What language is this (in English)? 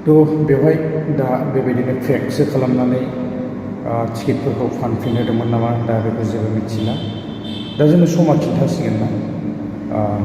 Bodo